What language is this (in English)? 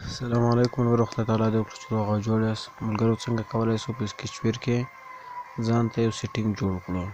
Pashto